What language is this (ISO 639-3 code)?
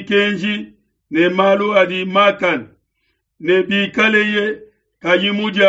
lua